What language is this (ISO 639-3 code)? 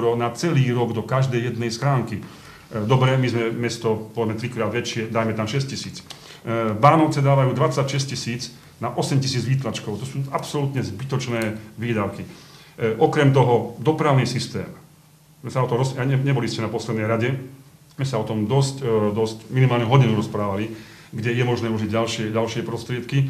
slk